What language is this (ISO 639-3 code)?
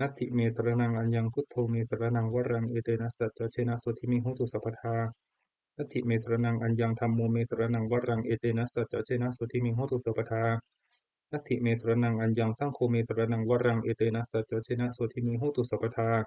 pli